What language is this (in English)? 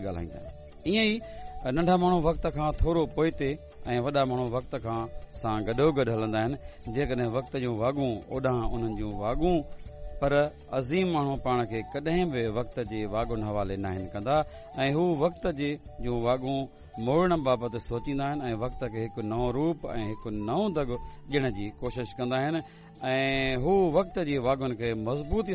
Sindhi